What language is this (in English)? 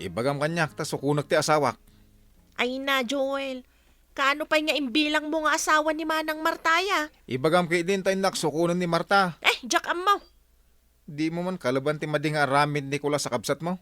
Iloko